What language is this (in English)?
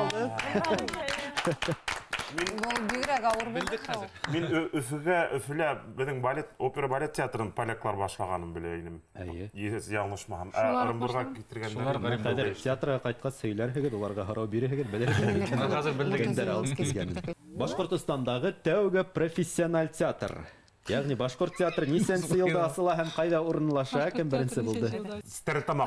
Bashkir